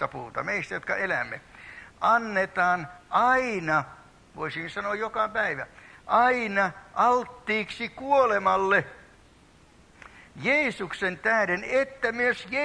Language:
Finnish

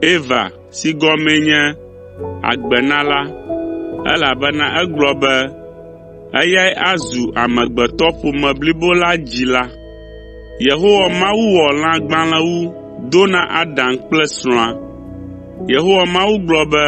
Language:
Ewe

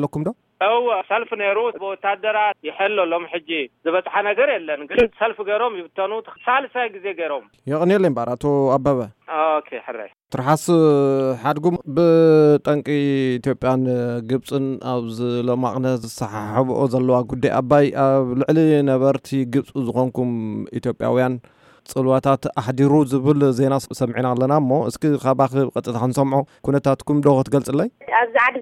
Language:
Tigrinya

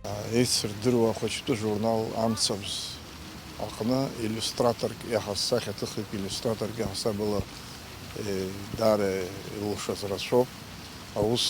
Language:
Abkhazian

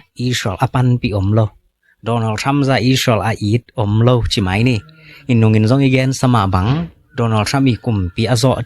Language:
Tedim Chin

